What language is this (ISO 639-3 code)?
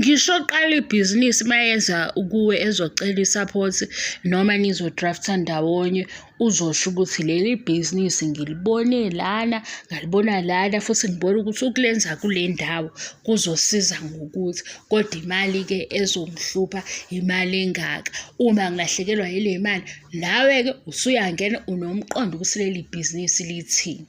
zul